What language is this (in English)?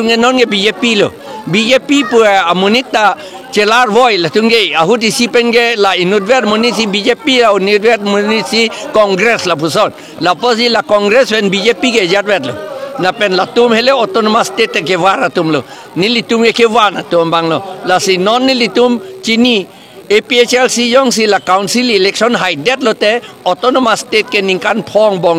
Karbi